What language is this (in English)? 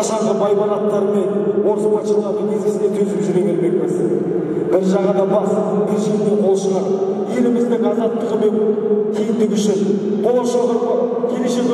Kazakh